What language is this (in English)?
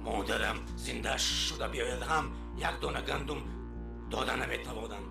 Tajik